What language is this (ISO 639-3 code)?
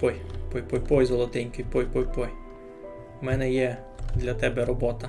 rue